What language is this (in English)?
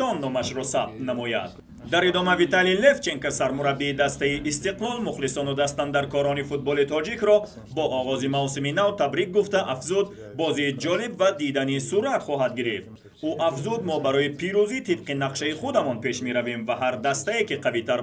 Tajik